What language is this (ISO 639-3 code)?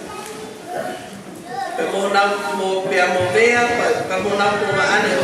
ton